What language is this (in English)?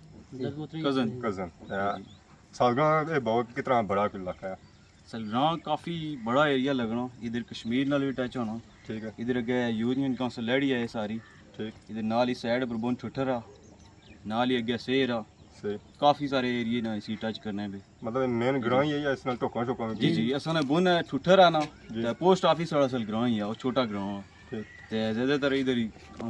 Pahari-Potwari